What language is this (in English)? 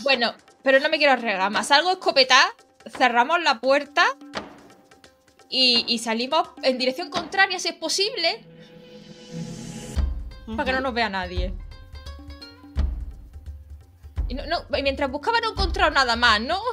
Spanish